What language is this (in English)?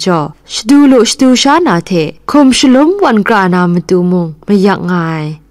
Kachin